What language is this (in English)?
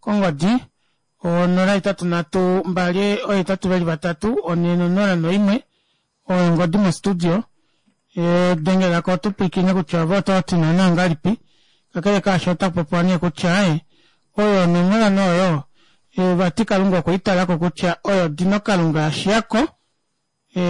Kuanyama